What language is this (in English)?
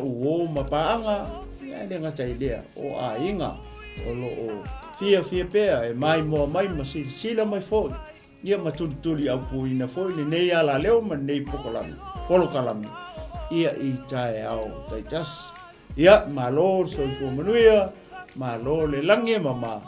Samoan